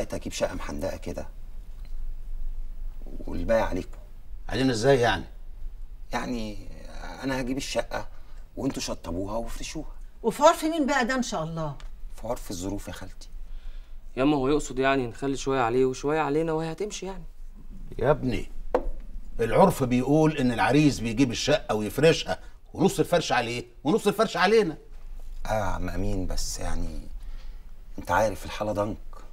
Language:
Egyptian Arabic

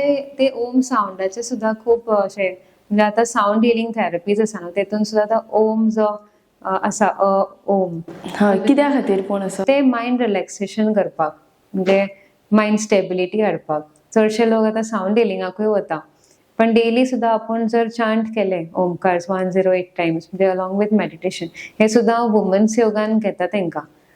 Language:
Konkani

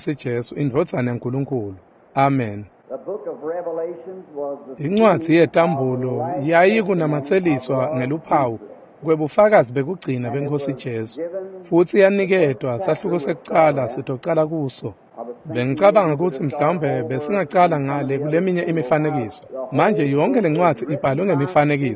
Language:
Swati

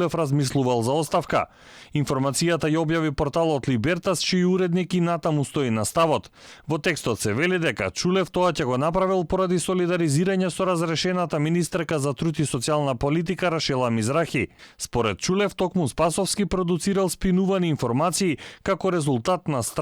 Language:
Macedonian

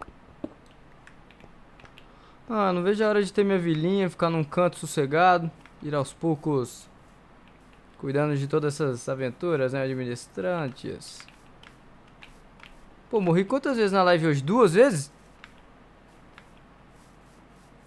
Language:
Portuguese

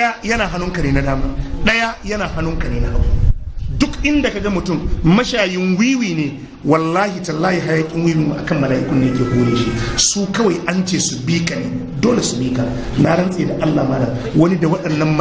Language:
Hausa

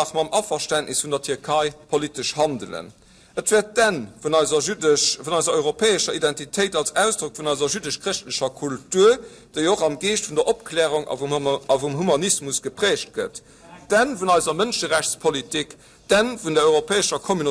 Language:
Luxembourgish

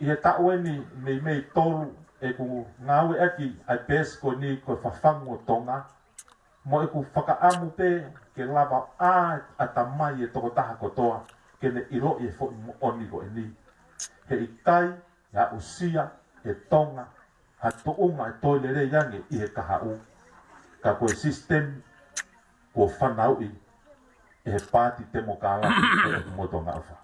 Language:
Tongan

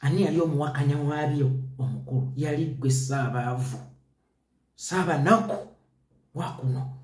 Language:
Ganda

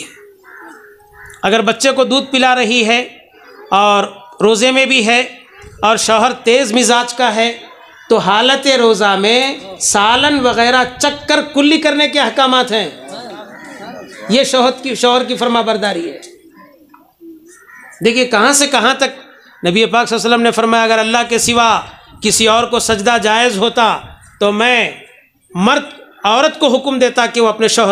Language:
Urdu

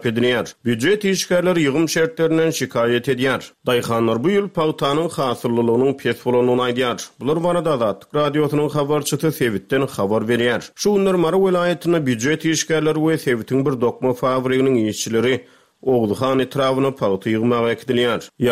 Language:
Turkmen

